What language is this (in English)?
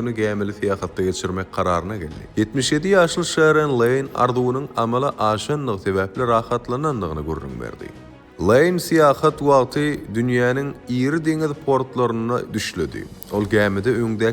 Turkmen